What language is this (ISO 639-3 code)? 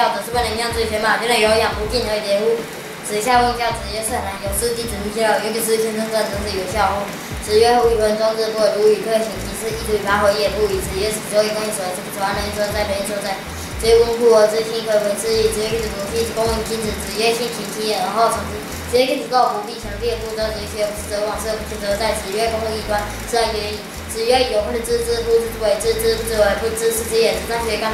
lzh